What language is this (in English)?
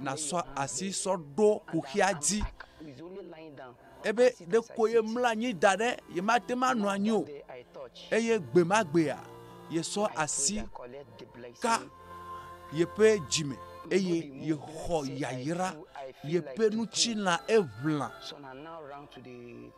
Ewe